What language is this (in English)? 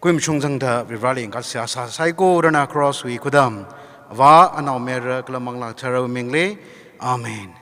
Tangkhul Naga (India)